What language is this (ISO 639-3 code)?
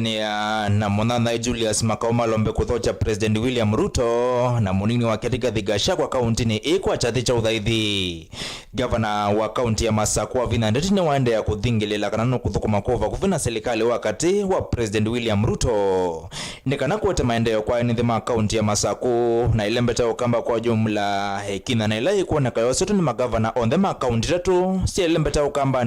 kam